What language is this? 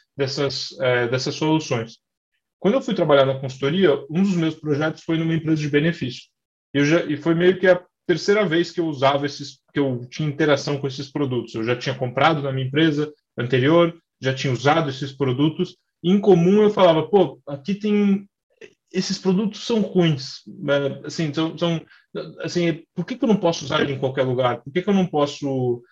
Portuguese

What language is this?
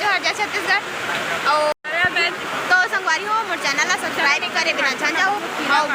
Chhattisgarhi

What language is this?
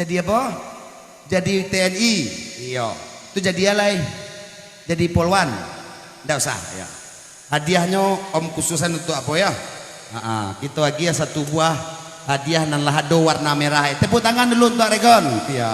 Minangkabau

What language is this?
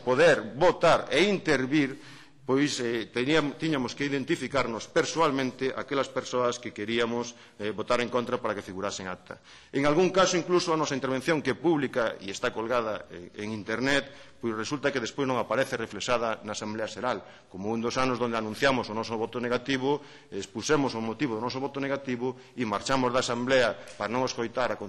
Galician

